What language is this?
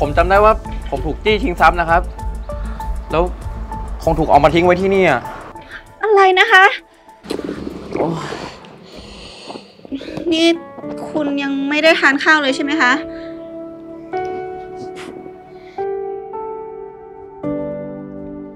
Thai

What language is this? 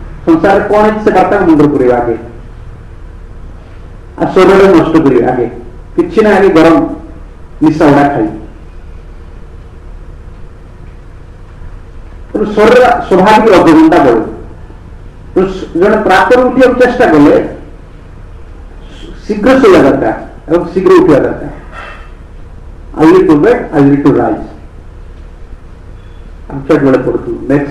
Odia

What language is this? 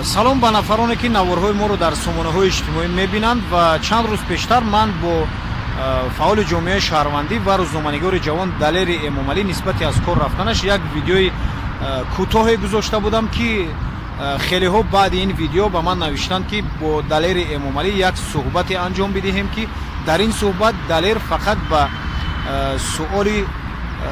Tajik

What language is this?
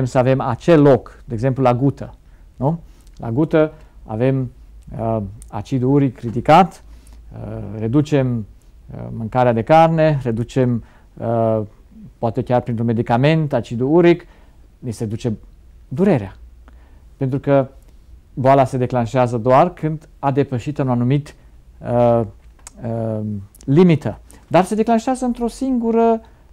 Romanian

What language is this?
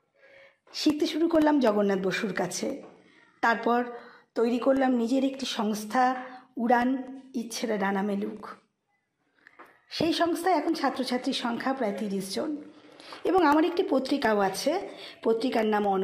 Bangla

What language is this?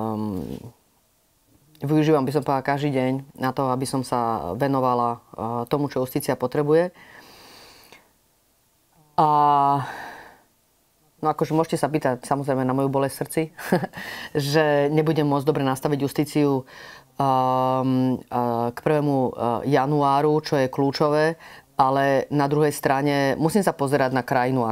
Slovak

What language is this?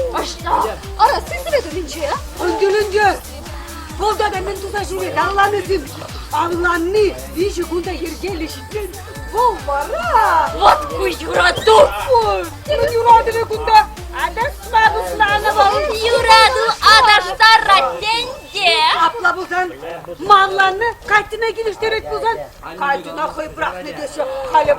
Chuvash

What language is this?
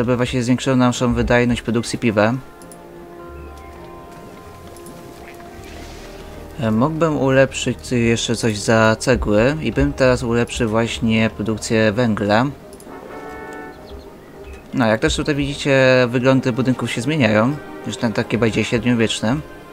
Polish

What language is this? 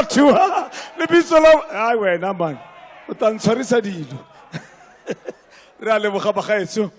Tswana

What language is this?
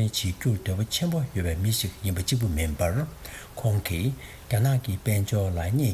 Tibetan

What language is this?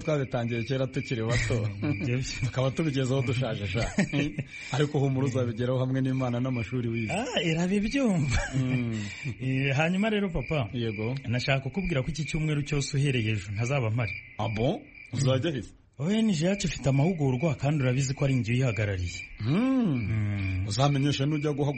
Kinyarwanda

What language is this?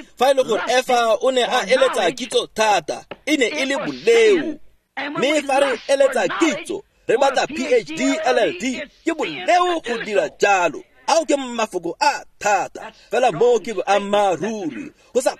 Tswana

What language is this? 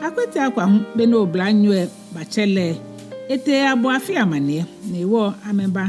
Ga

